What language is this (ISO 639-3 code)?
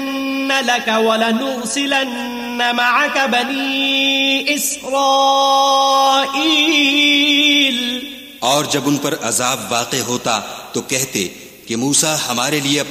urd